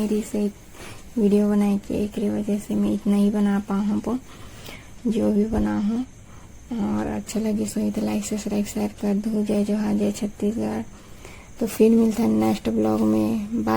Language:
Chhattisgarhi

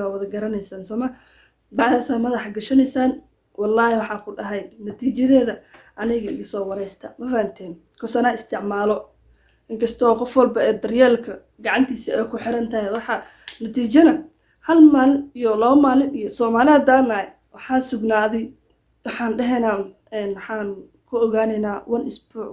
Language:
Somali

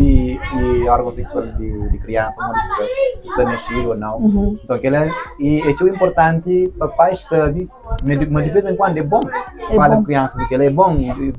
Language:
Kabuverdianu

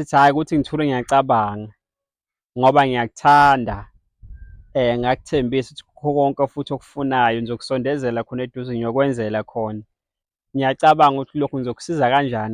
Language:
Zulu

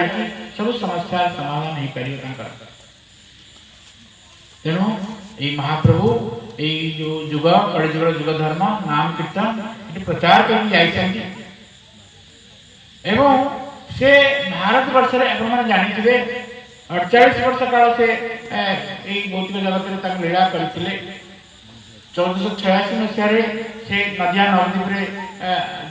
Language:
Odia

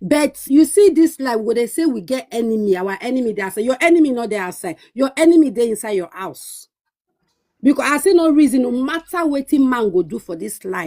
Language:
Nigerian Pidgin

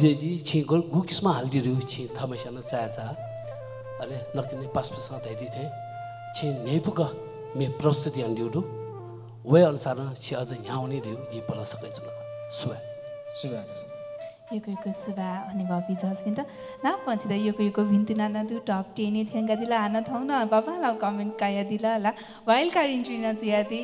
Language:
Newari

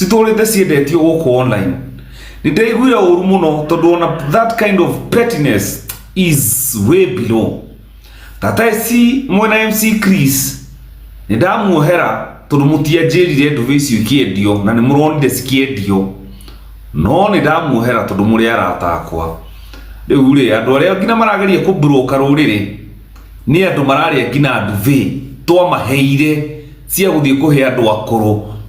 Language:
Kikuyu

